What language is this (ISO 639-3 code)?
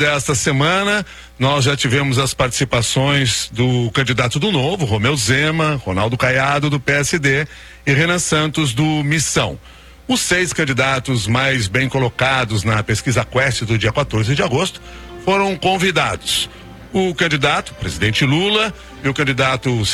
por